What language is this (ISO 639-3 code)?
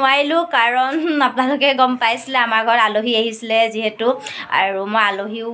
asm